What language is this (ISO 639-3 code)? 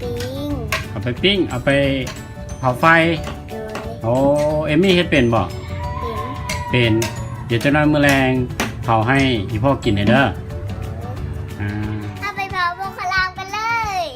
lao